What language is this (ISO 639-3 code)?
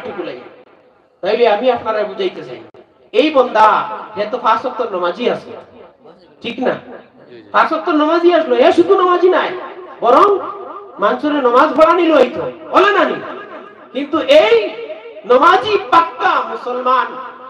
syl